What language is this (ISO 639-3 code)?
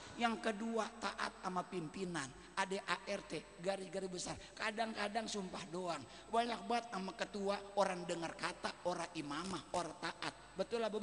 ind